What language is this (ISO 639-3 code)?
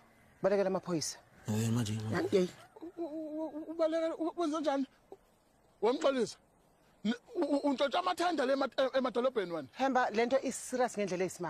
zul